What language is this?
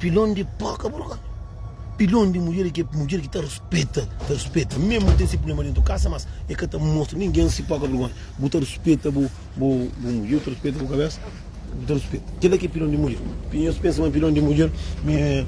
Kabuverdianu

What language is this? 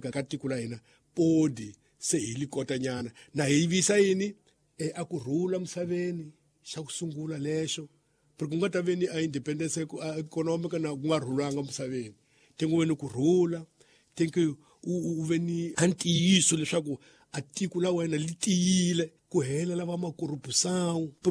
Tsonga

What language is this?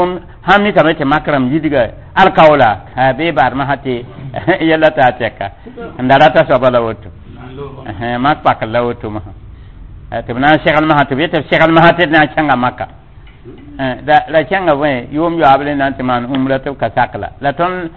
Mossi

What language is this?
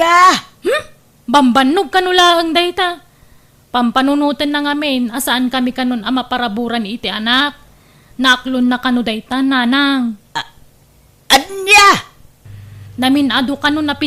Iloko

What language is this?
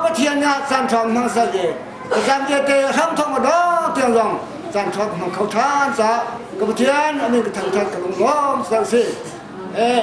Hakha Chin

